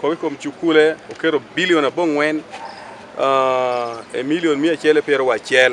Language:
Acoli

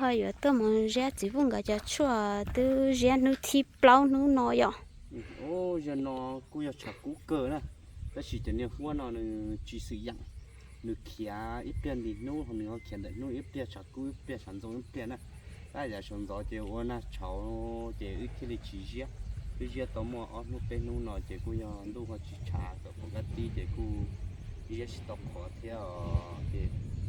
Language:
Hmong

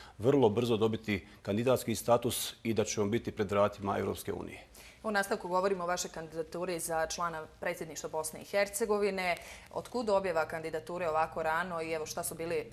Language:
Bosnian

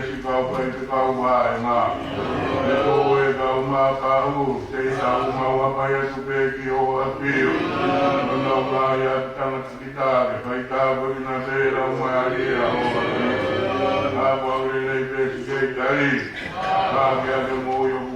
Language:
Tongan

